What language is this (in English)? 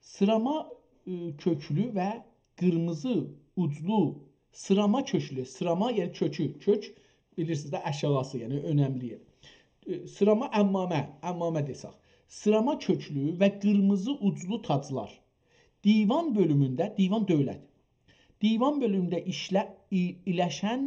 South Azerbaijani